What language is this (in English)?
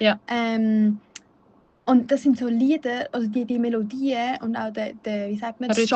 Swiss German